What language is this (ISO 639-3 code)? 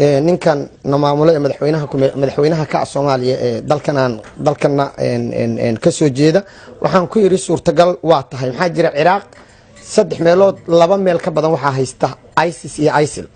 som